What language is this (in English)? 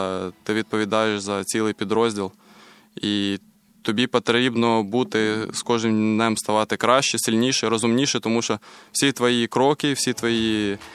Ukrainian